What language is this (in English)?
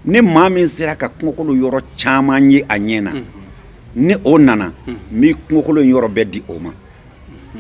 Bambara